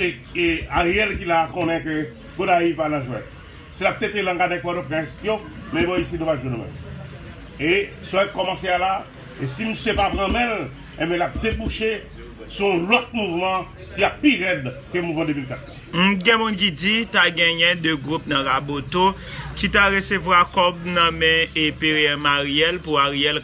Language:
Haitian Creole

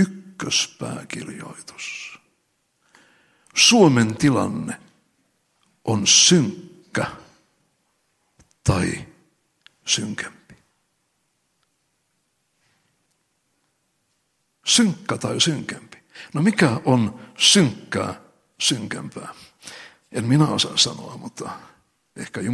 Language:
Finnish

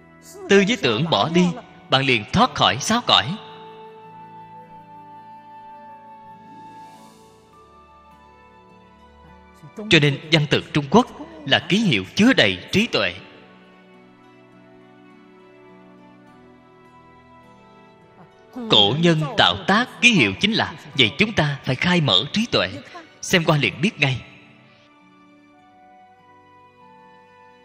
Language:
Vietnamese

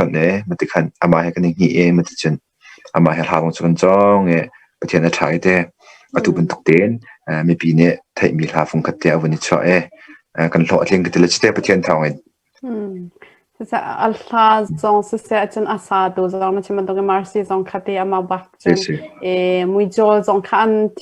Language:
Hakha Chin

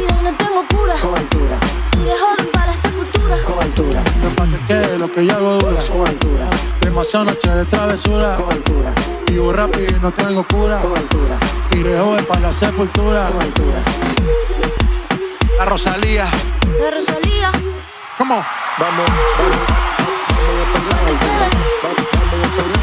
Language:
Spanish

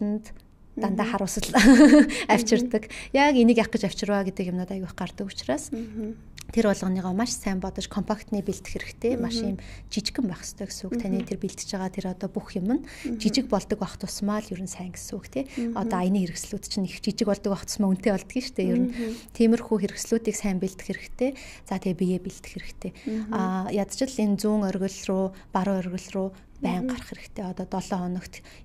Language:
Mongolian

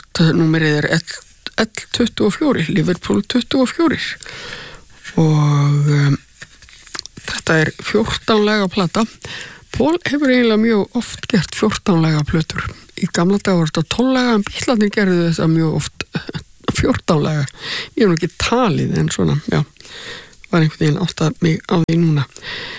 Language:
Icelandic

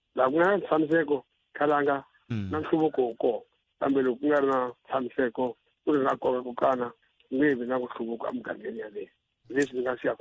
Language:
Tsonga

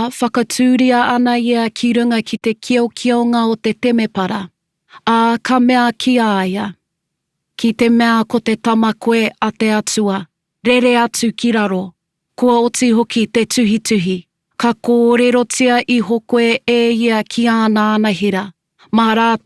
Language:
Māori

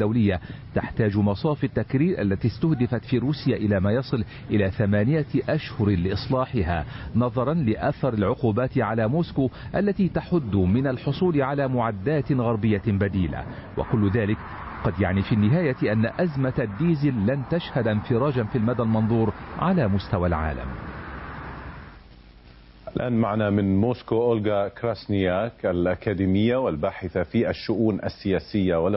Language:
Arabic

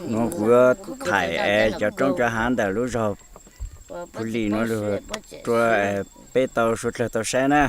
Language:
Hmong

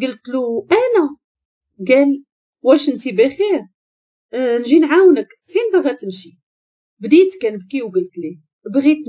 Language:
Moroccan Arabic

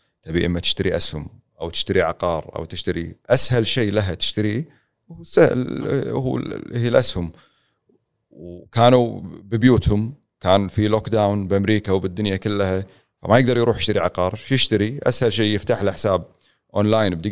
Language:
Gulf Arabic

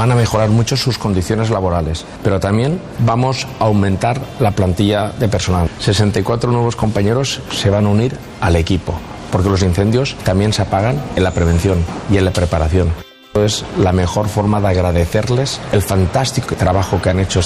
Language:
Spanish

